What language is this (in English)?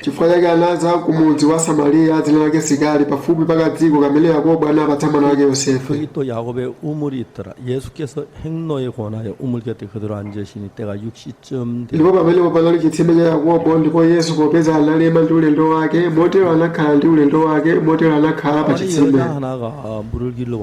Nyanja